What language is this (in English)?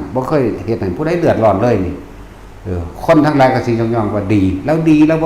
Northeastern Thai